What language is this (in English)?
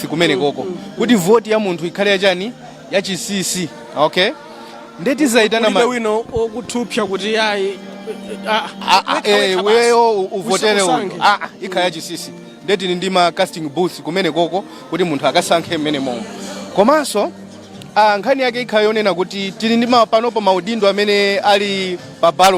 Nyanja